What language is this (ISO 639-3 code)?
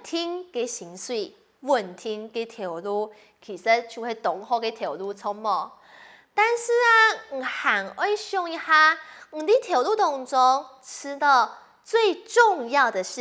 hak